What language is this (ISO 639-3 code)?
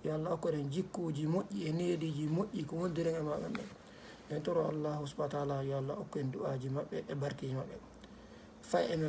ful